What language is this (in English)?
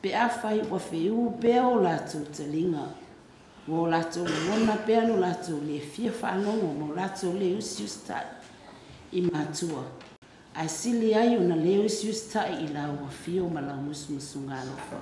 Samoan